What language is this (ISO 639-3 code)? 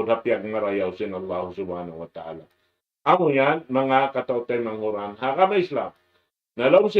tsg